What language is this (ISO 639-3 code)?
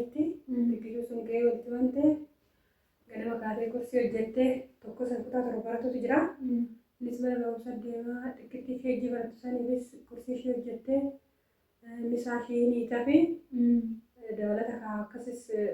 orm